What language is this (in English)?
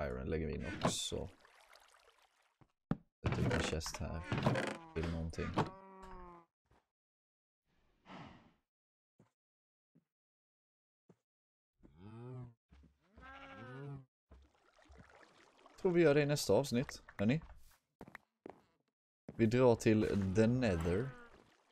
Swedish